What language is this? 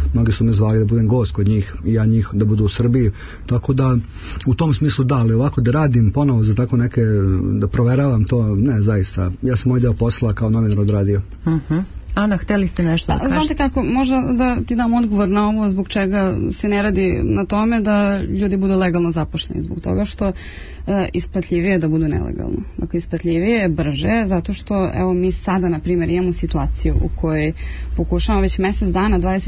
Serbian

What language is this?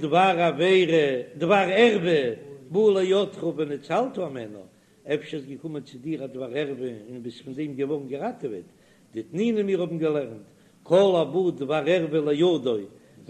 Yiddish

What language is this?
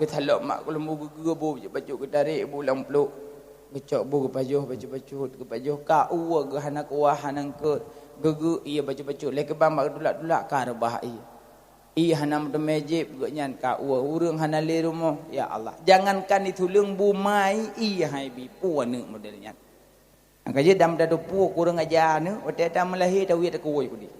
Achinese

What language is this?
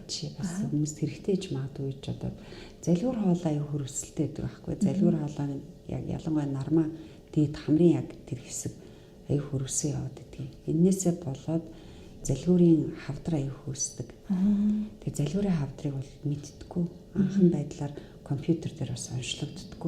Mongolian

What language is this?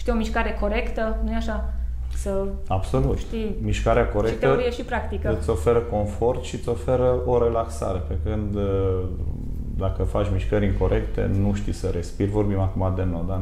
Romanian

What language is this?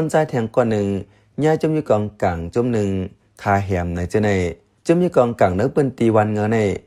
Shan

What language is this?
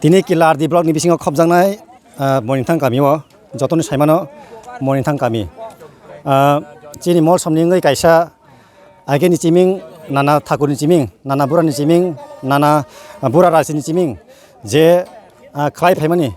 Kok Borok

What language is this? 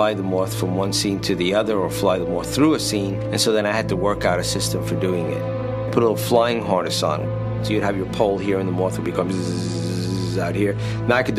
English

